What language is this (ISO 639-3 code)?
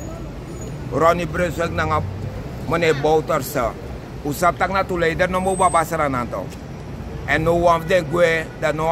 srn